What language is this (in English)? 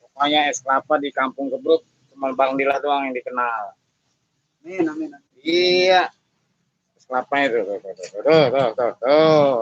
Betawi